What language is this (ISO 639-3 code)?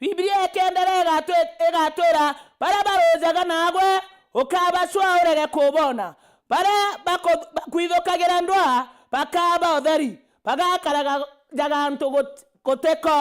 mer